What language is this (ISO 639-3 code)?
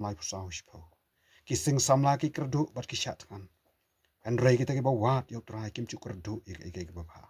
kha